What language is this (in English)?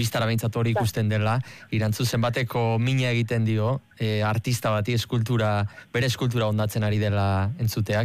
Basque